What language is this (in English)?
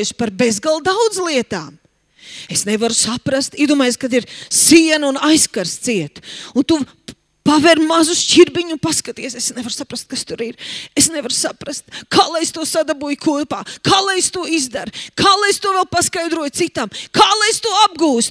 Latvian